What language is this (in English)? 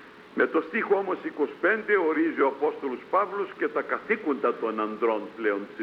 Greek